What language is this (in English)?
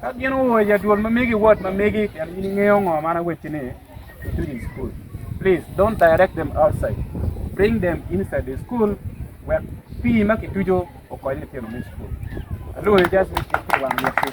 Acoli